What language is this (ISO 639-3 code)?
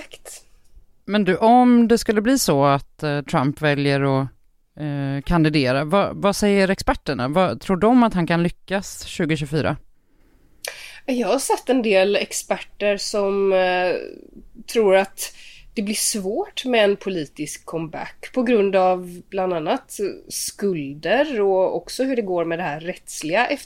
swe